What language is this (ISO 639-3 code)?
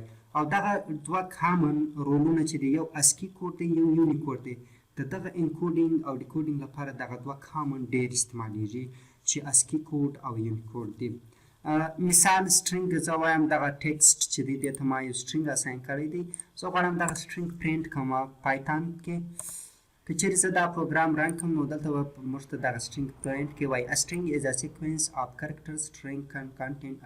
pus